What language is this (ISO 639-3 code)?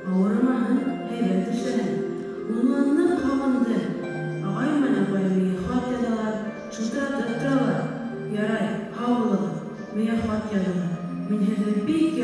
bak